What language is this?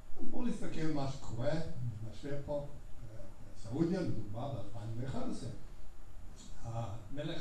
Hebrew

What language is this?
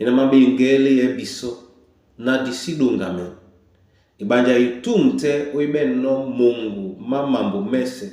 Duala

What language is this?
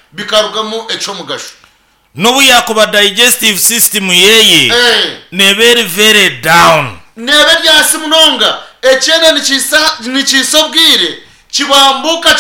Nyankole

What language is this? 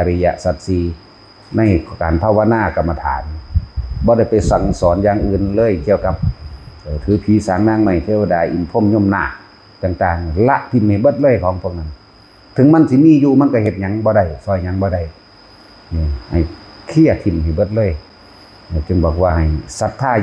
Lao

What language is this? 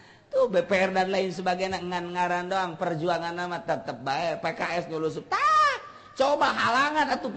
Sundanese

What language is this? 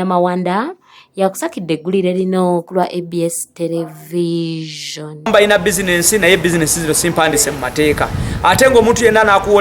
Ganda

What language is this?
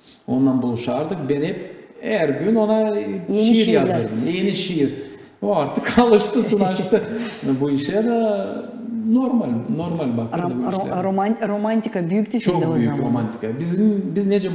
Gagauz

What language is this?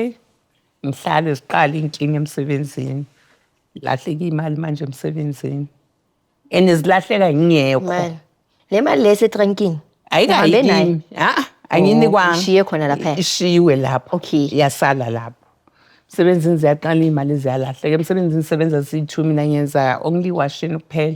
Zulu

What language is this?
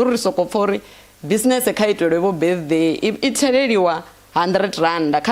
Venda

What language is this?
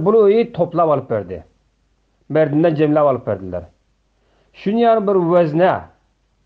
Turkmen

